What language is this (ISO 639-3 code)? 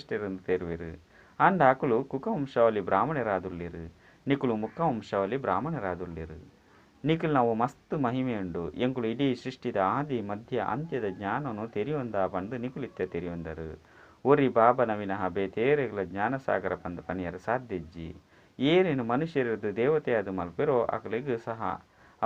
tcy